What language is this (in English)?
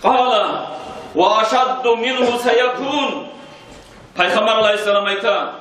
Kumyk